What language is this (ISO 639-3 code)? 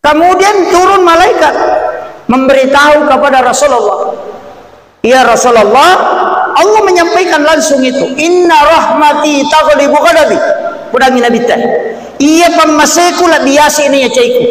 bug